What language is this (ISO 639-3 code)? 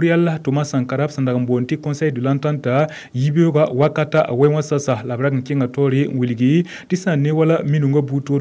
mos